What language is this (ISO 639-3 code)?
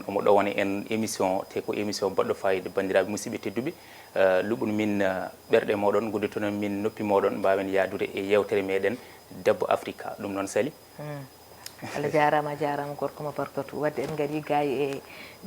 ful